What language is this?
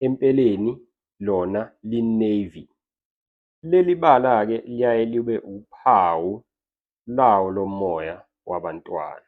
Zulu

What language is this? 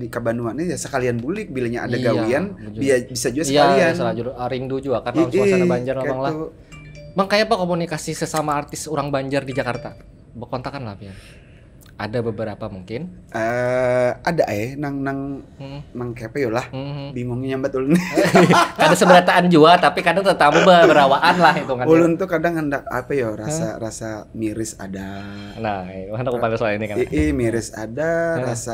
Banjar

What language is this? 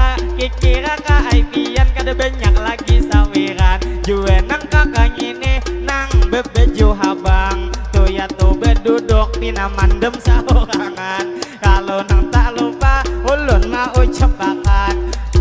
Banjar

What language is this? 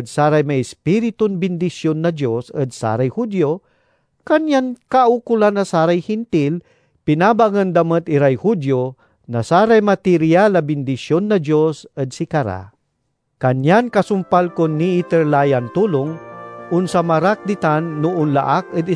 Pangasinan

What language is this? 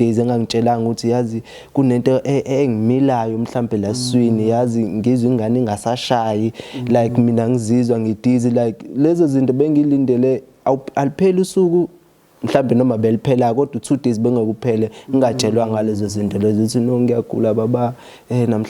Zulu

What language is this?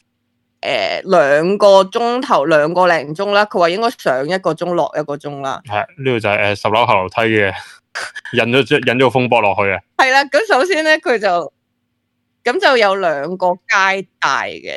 Cantonese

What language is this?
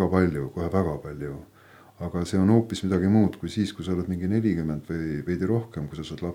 Estonian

